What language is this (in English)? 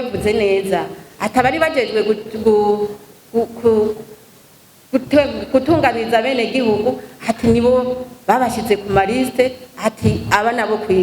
Rundi